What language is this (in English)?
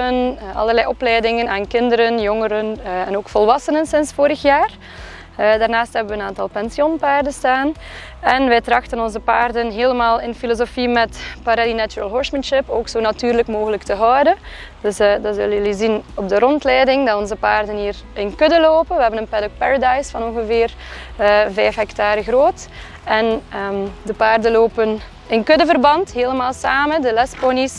Dutch